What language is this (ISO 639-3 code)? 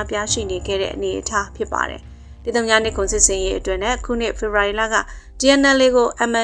mya